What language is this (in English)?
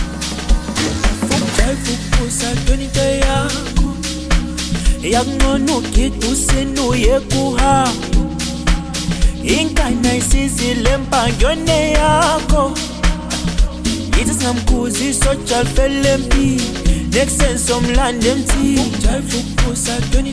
Zulu